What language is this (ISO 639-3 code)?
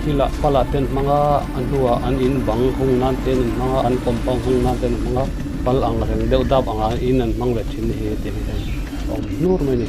lus